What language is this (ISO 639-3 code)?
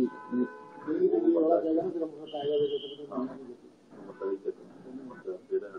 pan